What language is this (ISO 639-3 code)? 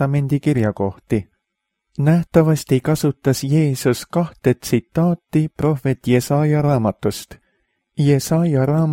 est